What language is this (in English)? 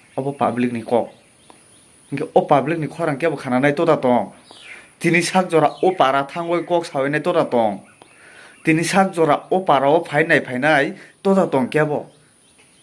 Kok Borok